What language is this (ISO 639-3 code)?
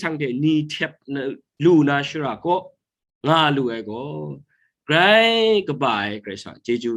kac